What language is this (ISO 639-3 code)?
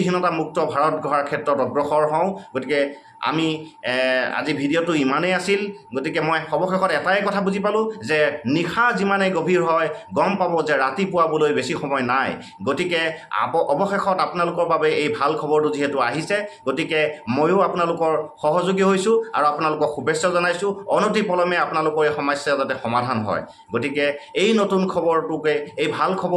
asm